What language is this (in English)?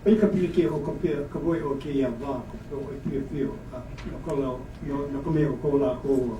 Hawaiian